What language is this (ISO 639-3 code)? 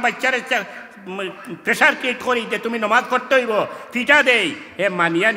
syl